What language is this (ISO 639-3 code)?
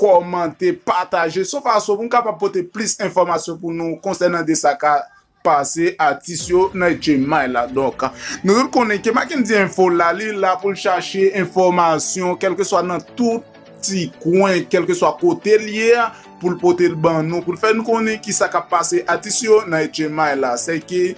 hat